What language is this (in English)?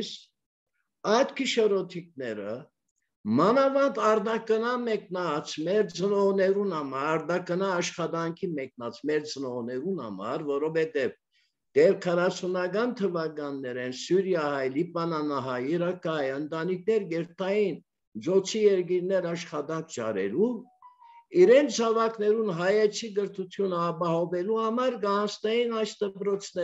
Armenian